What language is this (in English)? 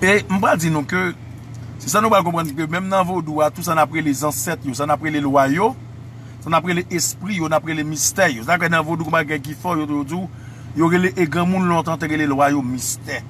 Haitian Creole